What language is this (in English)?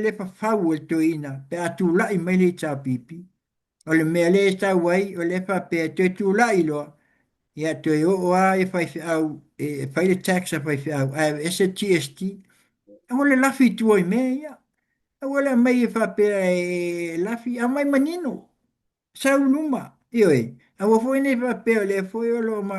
Samoan